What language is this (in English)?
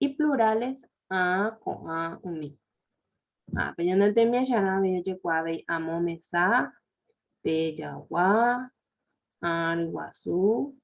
Guarani